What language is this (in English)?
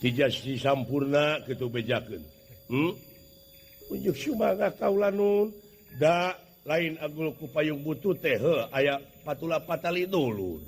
Sundanese